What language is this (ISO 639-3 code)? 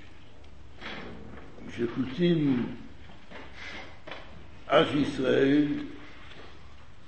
heb